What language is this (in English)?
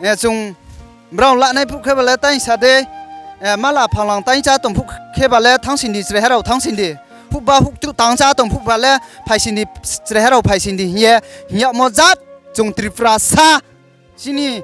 Riang (India)